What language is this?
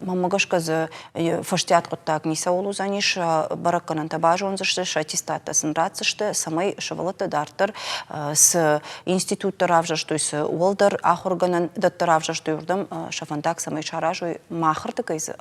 Ossetic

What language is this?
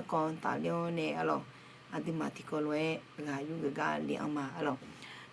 Akha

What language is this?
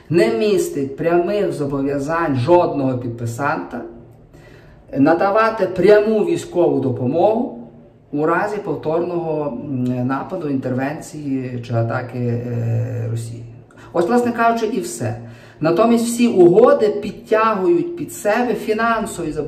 Ukrainian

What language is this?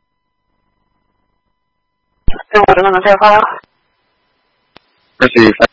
English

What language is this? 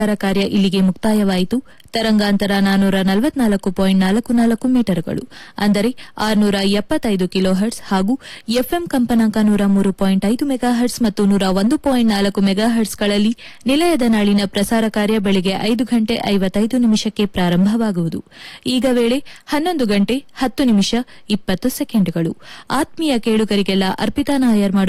Kannada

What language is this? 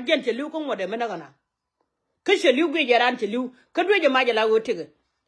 Nuer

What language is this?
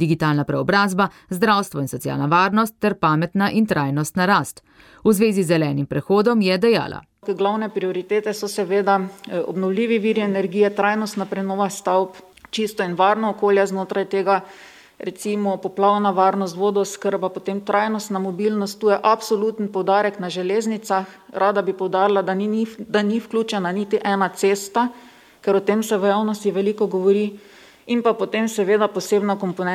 Slovenian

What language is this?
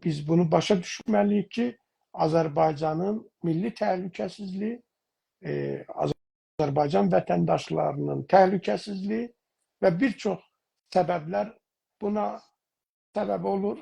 South Azerbaijani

